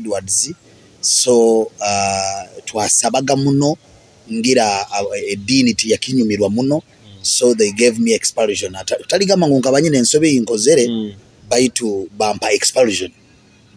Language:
Nyoro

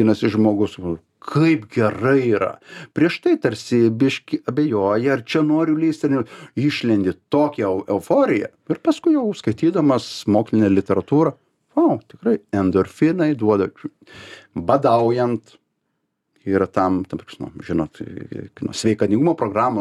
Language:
Lithuanian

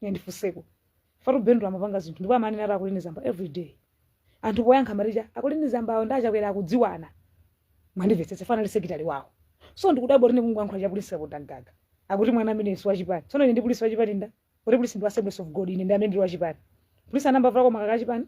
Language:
Nyanja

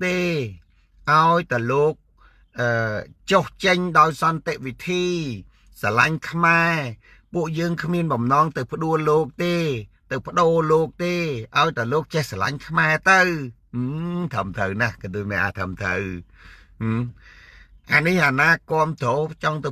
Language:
Khmer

